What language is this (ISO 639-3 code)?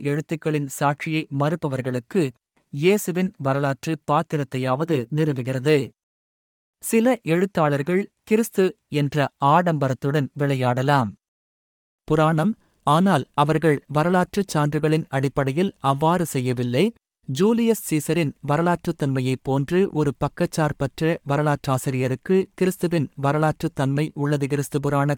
tam